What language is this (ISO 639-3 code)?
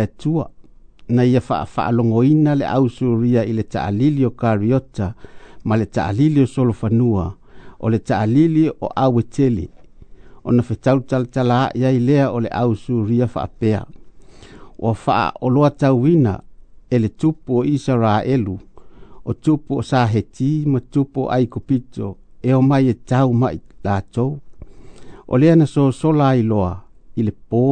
smo